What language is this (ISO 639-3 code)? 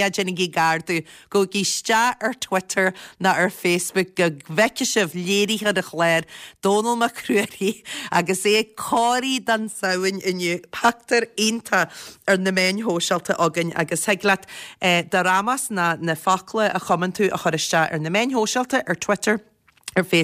gle